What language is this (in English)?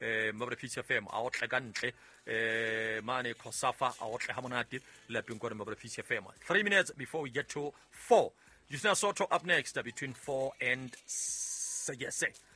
Southern Sotho